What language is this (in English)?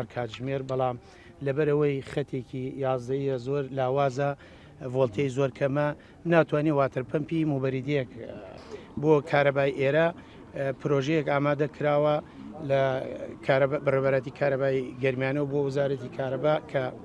Central Kurdish